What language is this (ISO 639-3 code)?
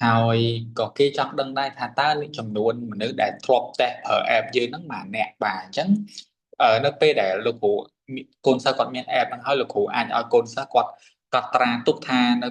khm